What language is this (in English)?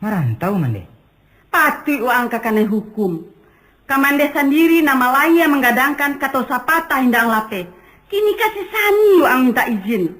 Minangkabau